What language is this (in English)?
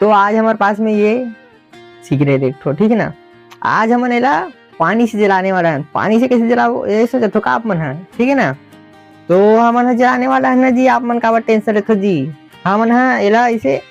Chhattisgarhi